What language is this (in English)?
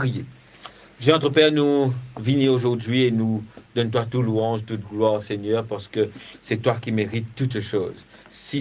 Morisyen